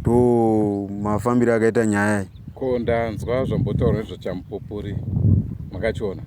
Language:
Shona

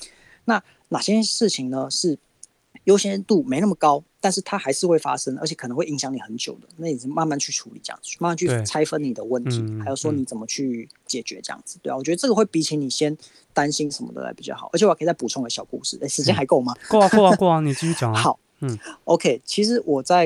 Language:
Chinese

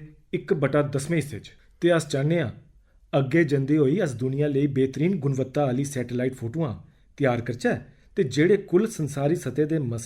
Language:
Dogri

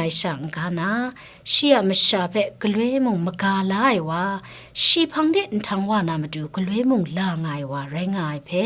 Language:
Kachin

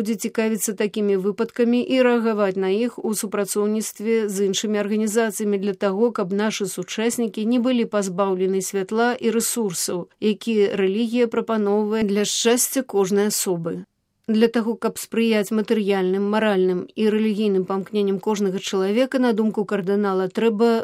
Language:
Belarusian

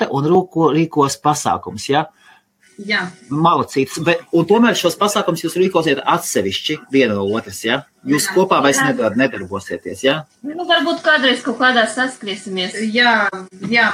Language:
Latvian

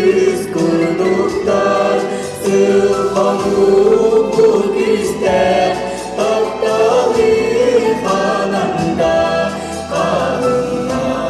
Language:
Yakut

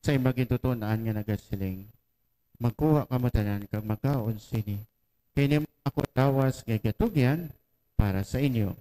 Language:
Hiligaynon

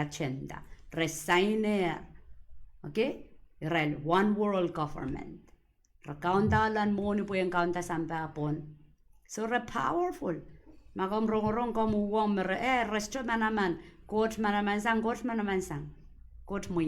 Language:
Pohnpeian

